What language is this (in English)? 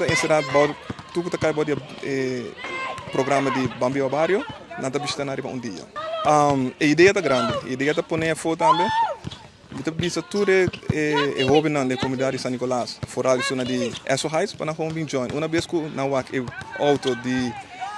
Papiamento